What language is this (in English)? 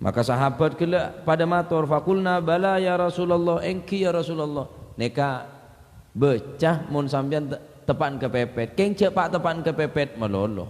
Madurese